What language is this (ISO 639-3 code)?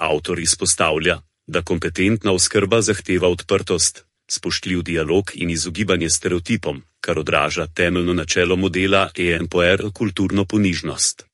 slv